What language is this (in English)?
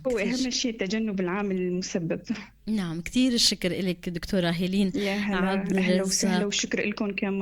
North Levantine Arabic